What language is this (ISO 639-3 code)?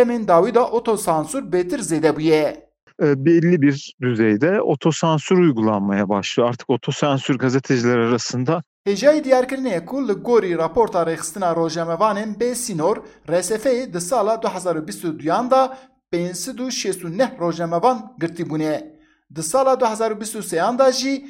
kur